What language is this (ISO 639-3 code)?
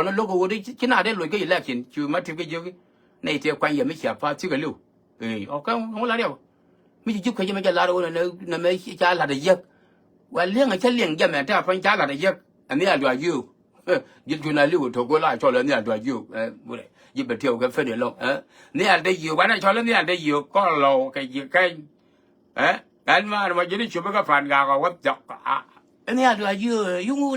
nus